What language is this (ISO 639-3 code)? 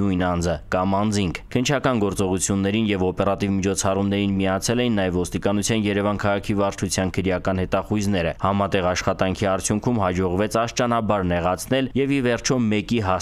hye